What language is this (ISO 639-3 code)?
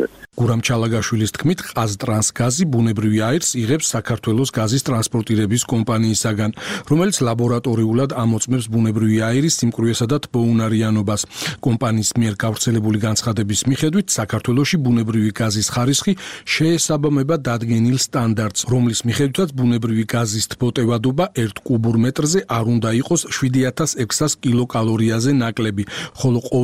kat